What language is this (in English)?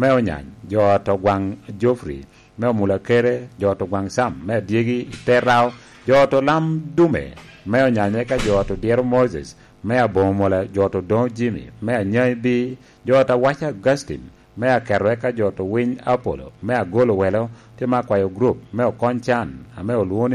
Lango (Uganda)